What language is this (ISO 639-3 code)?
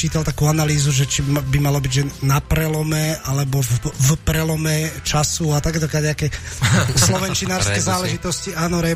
slk